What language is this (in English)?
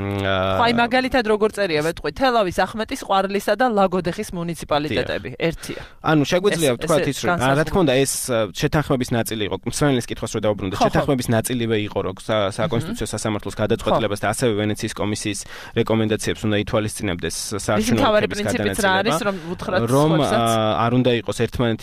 Georgian